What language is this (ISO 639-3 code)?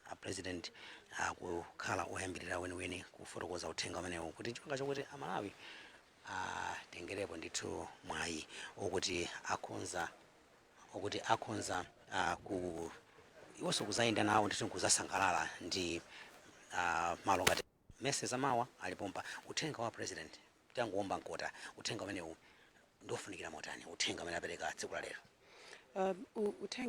nya